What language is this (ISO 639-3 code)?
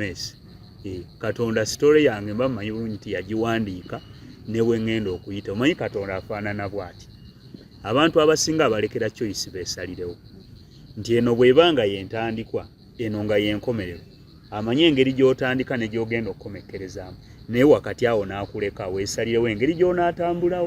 lug